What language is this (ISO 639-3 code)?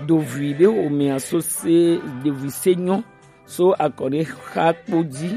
gej